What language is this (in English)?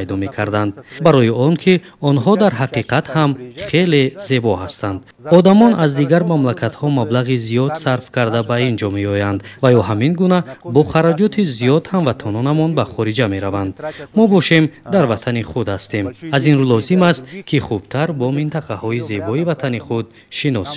Tajik